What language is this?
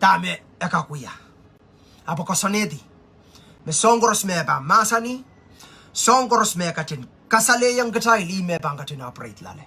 Pohnpeian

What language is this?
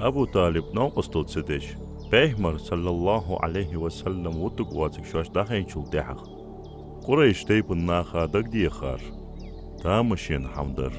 Ingush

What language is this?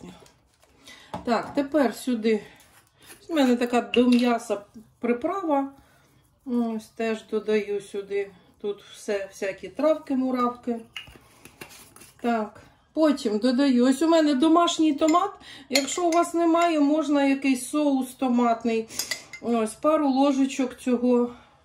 Ukrainian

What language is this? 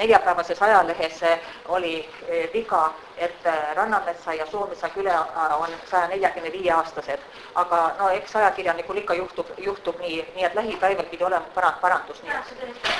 Estonian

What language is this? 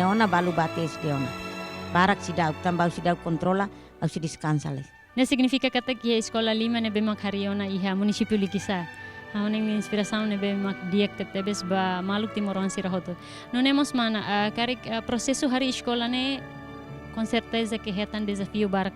Tetum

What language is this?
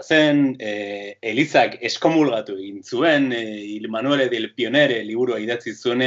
Basque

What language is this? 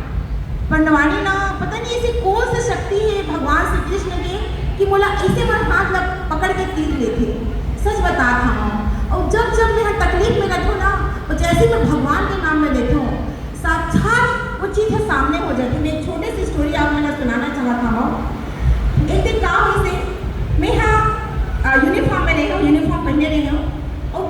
Chhattisgarhi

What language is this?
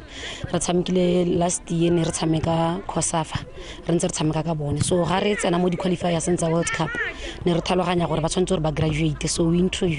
Tswana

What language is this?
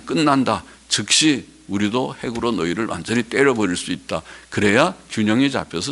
Korean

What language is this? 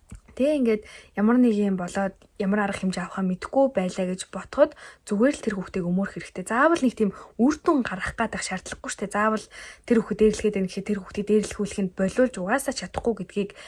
Mongolian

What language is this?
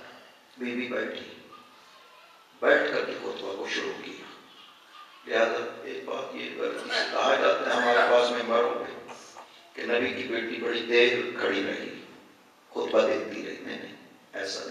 Urdu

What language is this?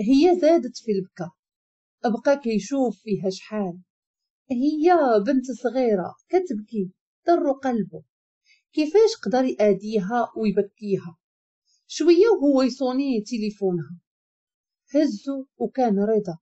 Moroccan Arabic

